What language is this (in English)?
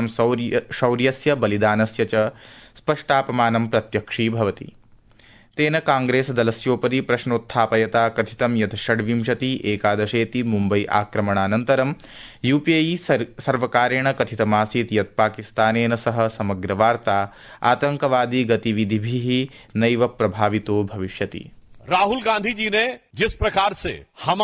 Sanskrit